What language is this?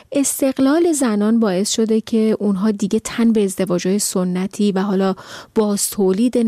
Persian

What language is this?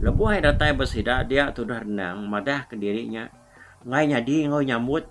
Iban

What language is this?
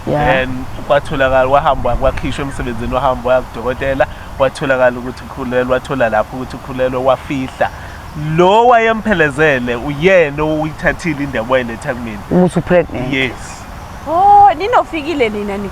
Zulu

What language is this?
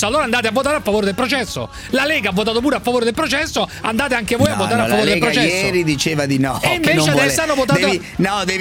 Italian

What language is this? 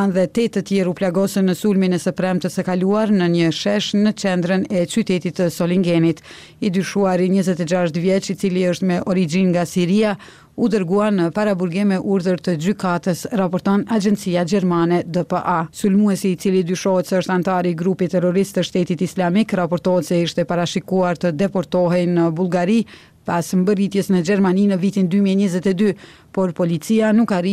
Albanian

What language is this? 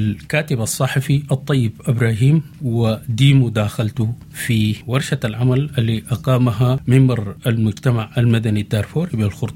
Sudanese Arabic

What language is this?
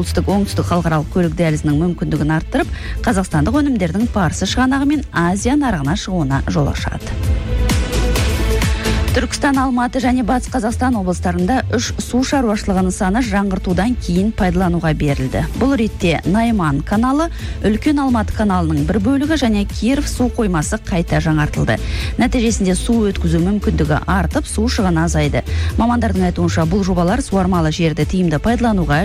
Kazakh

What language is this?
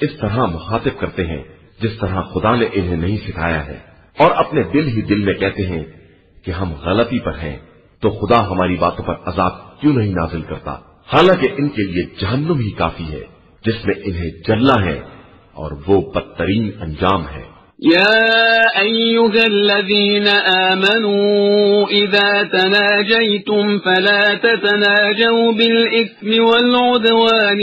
Urdu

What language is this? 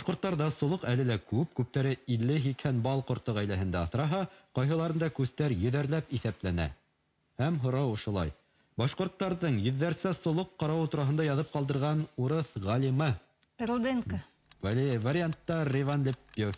Bashkir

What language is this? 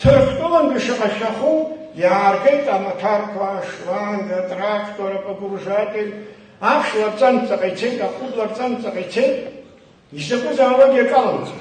Abkhazian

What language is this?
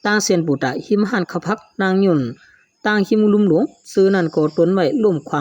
Shan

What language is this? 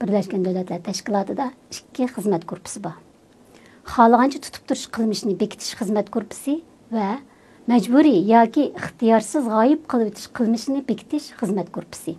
Uyghur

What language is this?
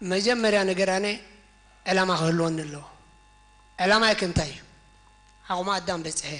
Tigrinya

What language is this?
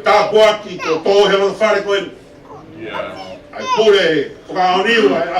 Tongan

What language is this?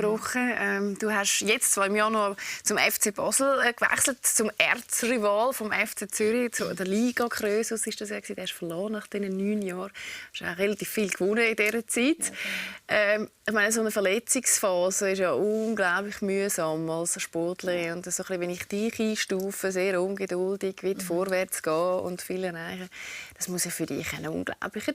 Swiss German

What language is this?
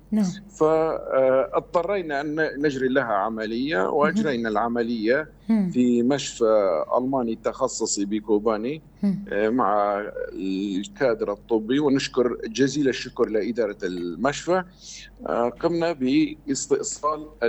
North Levantine Arabic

